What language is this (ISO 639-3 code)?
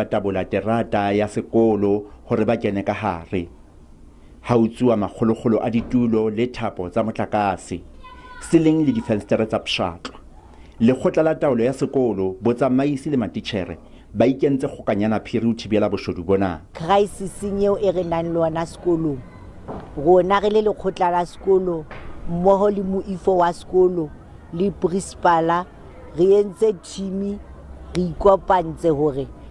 sot